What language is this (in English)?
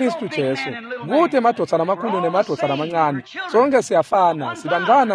Swati